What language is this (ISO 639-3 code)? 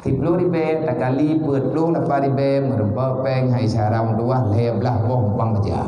ace